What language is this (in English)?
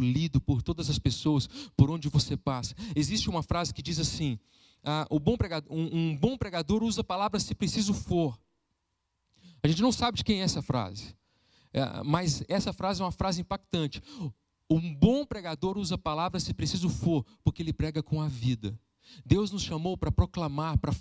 Portuguese